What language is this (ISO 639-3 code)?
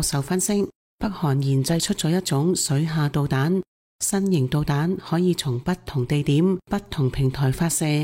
yue